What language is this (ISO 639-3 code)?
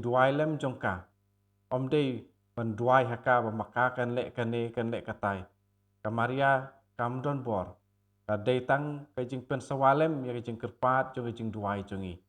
kha